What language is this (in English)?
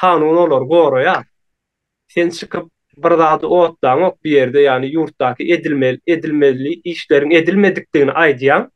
Turkmen